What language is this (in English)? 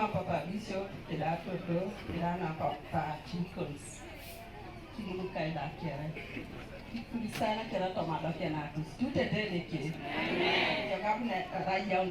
Teso